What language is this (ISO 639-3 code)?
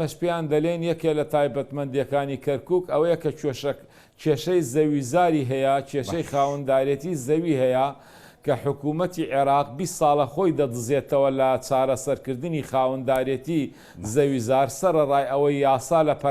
ckb